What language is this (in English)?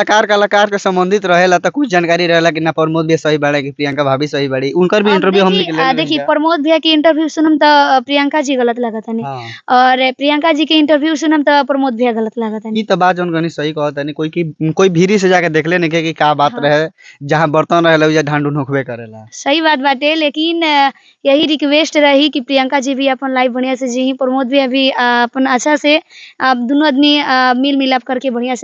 Bhojpuri